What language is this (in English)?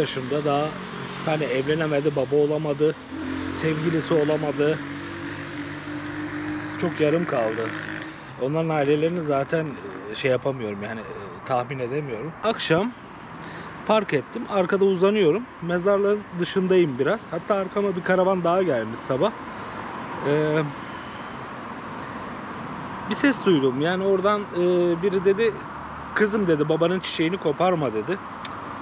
Turkish